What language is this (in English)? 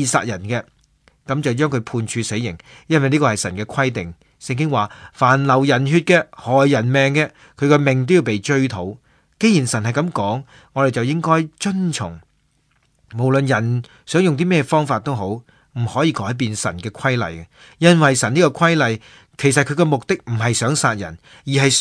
Cantonese